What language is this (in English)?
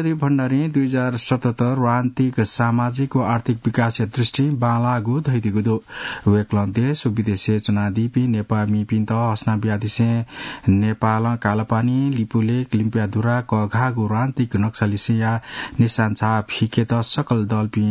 Newari